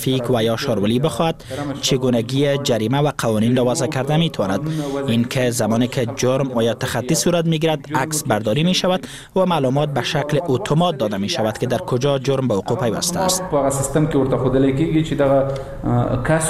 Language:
Persian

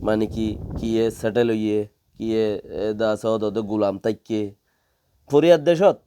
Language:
Rohingya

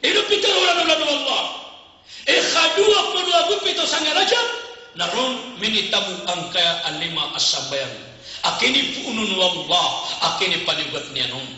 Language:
Maranao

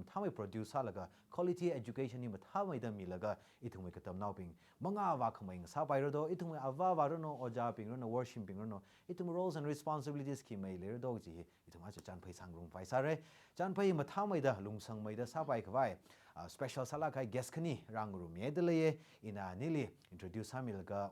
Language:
Tangkhul Naga (India)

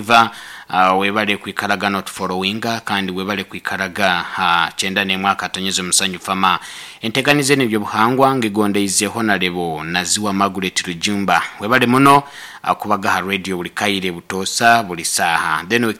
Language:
Nyoro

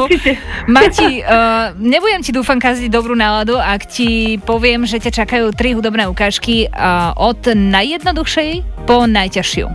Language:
Slovak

